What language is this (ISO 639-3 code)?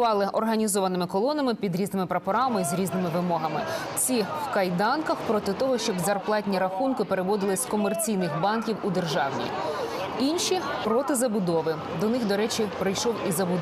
ukr